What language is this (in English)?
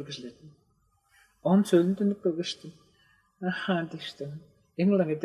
Tuvinian